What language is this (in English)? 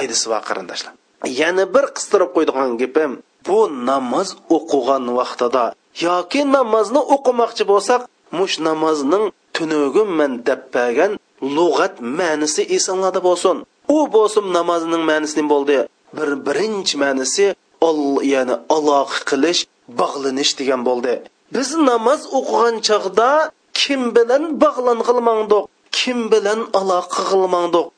Uyghur